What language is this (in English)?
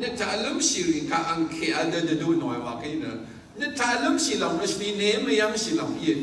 Rawang